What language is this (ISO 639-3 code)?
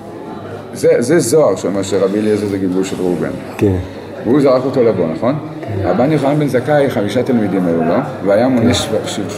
heb